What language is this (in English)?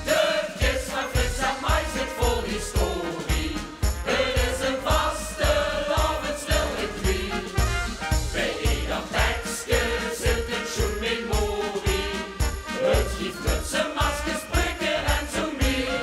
Limburgish